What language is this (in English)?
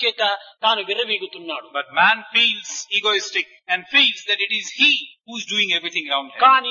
Telugu